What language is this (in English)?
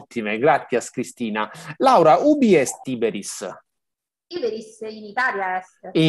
Latin